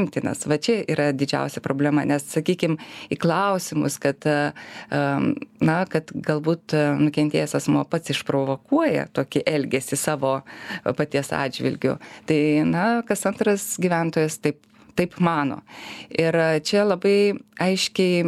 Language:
Lithuanian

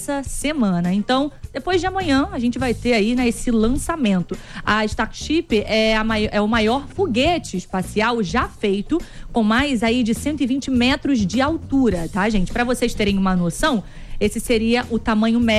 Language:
Portuguese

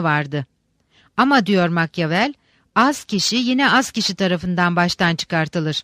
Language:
Turkish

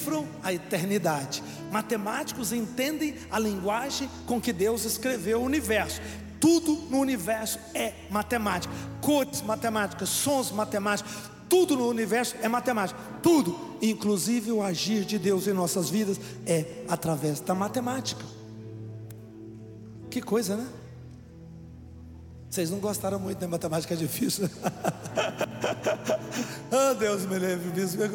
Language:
Portuguese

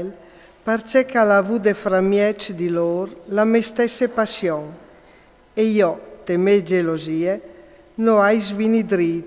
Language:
Friulian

